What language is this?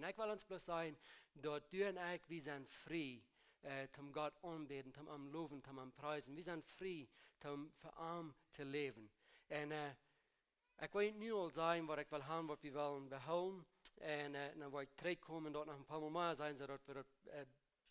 Plautdietsch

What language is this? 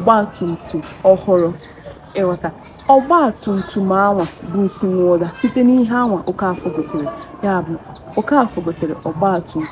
Igbo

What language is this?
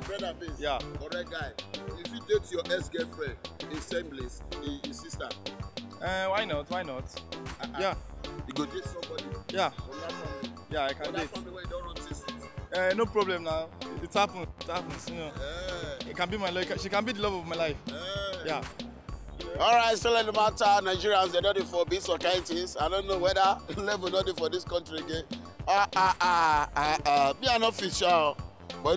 Nigerian Pidgin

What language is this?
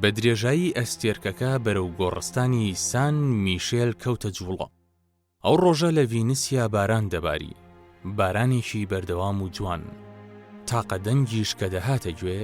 Central Kurdish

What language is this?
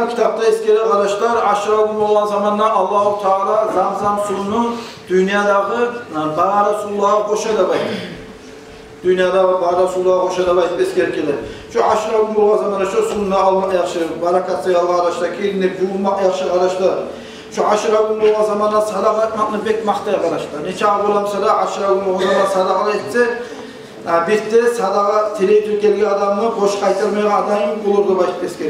Kumyk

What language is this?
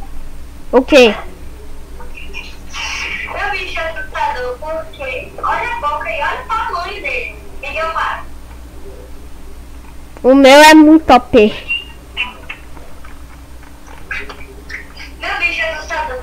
Portuguese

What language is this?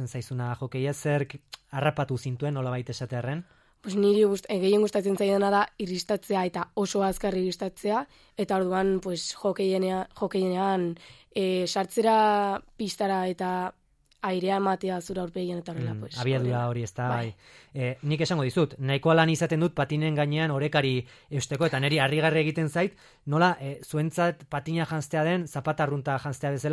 Basque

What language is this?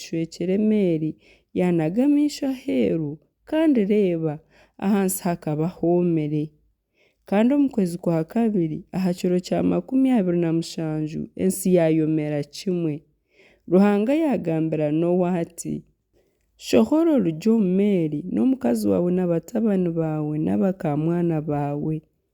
Nyankole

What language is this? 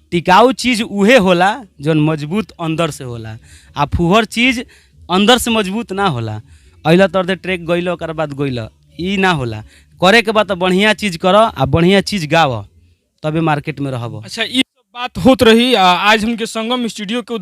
Bhojpuri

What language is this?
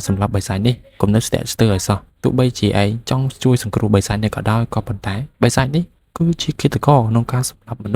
Khmer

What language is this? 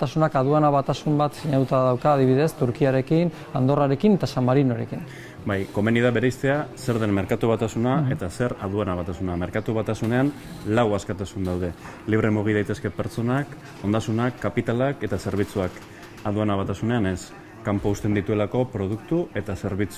Basque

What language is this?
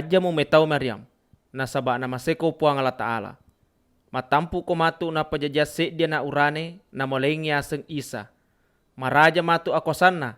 Buginese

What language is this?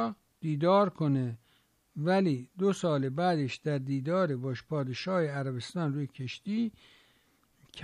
Persian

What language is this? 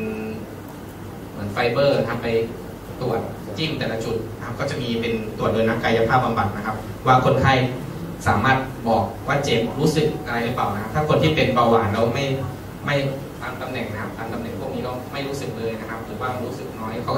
Thai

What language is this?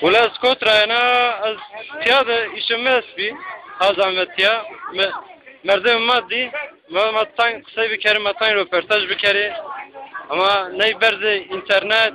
Zaza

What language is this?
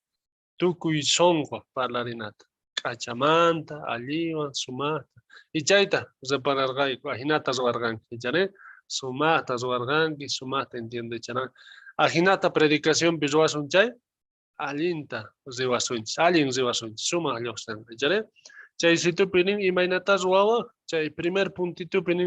South Bolivian Quechua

